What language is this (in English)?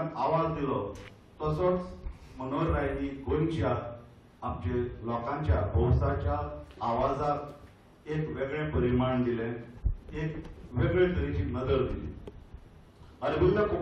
Konkani